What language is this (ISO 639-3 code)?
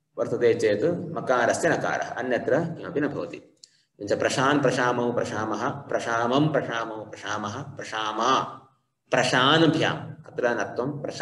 san